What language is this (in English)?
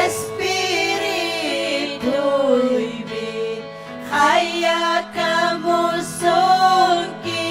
Ayacucho Quechua